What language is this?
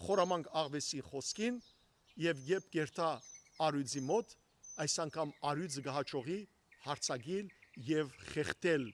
Western Armenian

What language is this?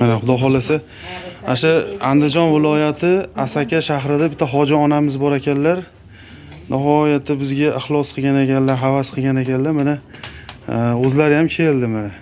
Uzbek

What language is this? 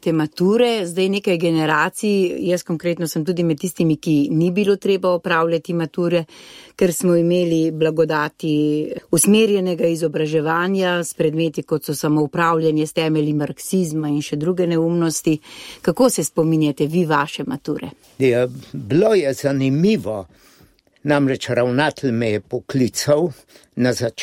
Slovenian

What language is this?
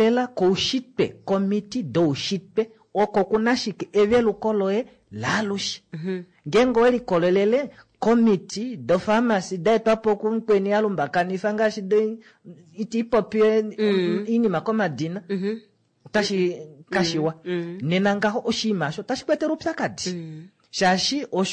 Kuanyama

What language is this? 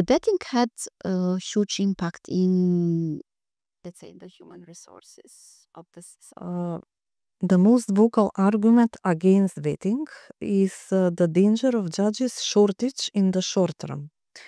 English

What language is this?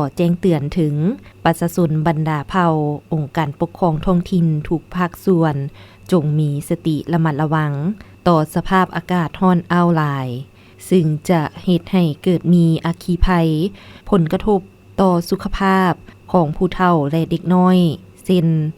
Lao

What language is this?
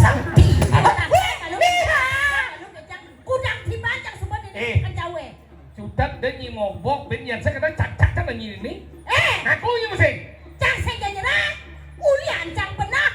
Balinese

